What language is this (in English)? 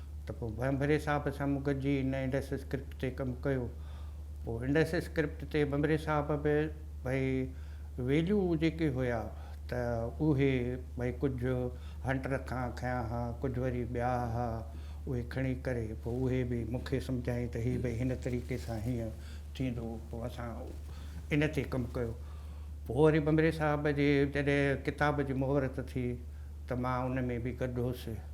Sindhi